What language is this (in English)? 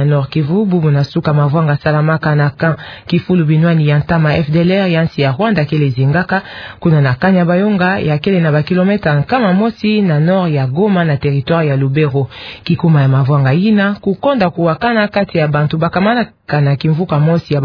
Kituba (Democratic Republic of Congo)